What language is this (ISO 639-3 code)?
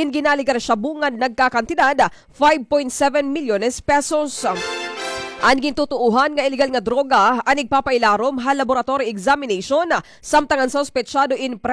war